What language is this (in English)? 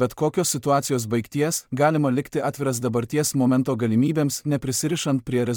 Lithuanian